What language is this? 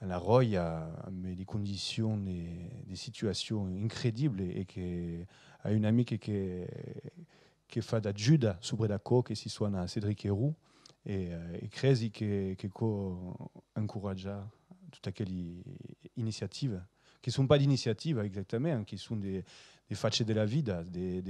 Occitan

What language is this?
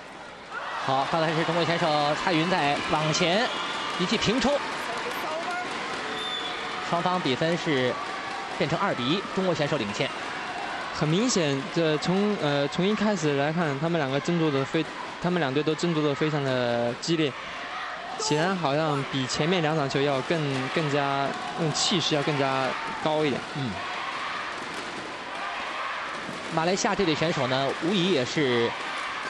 Chinese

